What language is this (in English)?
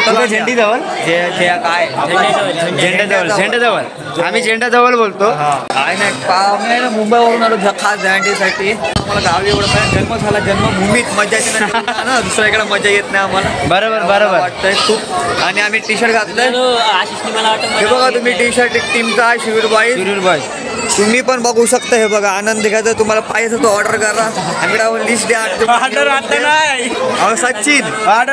Marathi